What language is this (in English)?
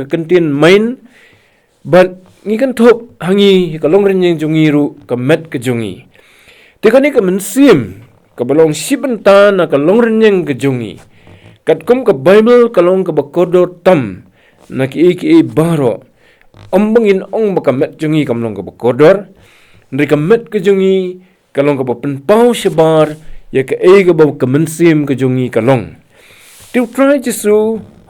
Khasi